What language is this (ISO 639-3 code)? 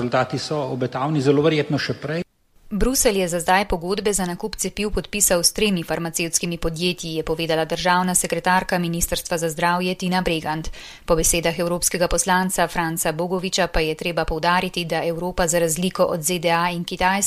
slv